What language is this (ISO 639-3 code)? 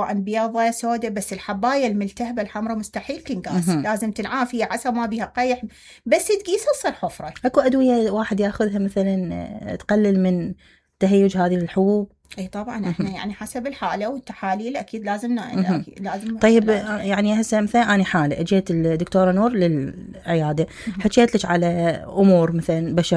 acm